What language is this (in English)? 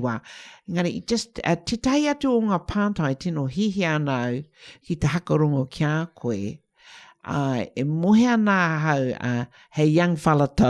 Māori